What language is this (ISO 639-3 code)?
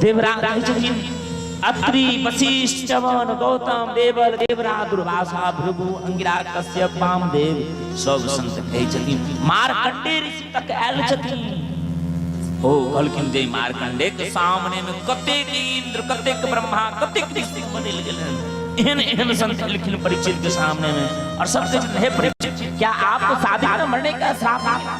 mai